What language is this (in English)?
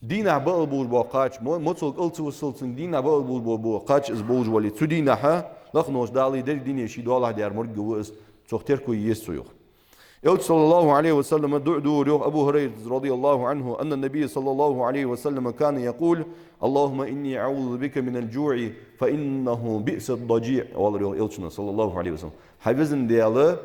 Ingush